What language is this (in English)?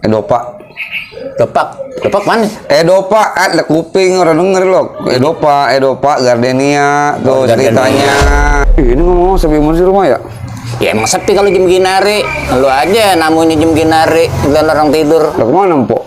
Betawi